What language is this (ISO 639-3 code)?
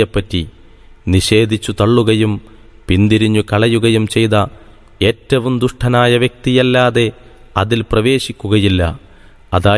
mal